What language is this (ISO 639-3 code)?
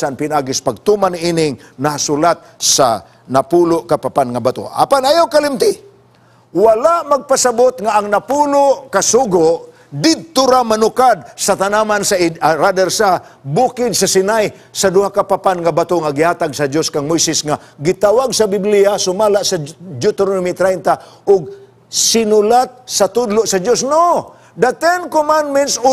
ceb